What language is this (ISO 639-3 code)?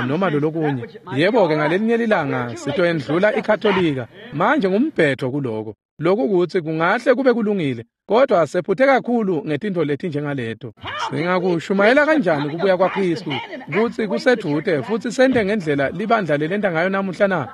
ssw